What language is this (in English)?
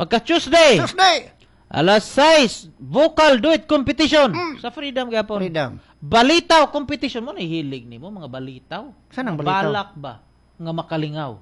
Cebuano